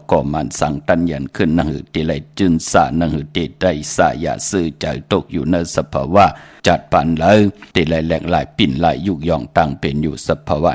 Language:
Shan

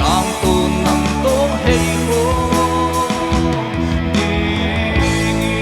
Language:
Paite Chin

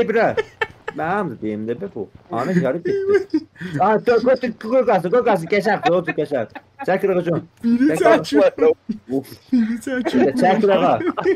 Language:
South Azerbaijani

